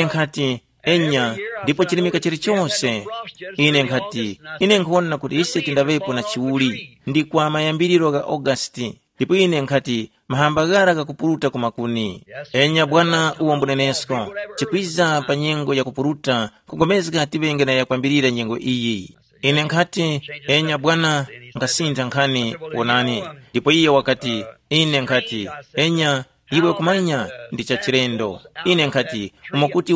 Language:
Tumbuka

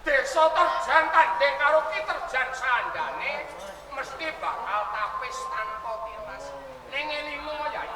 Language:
Javanese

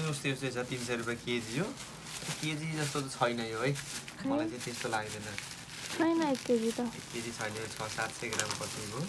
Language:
Nepali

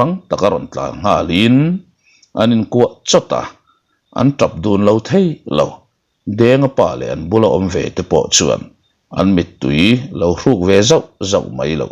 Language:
Mizo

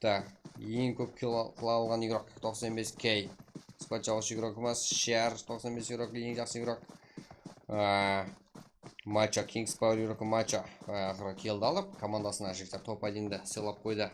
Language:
Kara-Kalpak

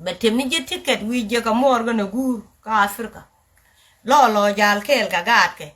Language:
Nuer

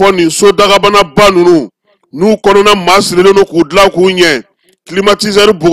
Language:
Bambara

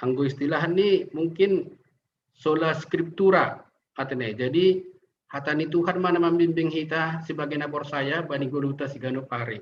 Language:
Batak Simalungun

